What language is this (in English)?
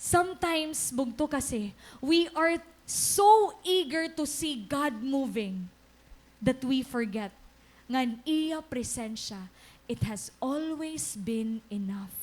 Waray